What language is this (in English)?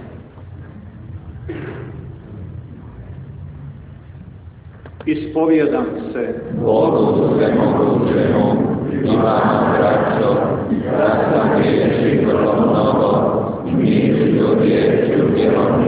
Croatian